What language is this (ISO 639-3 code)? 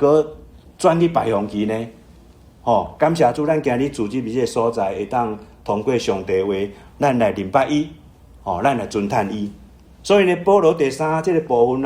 nan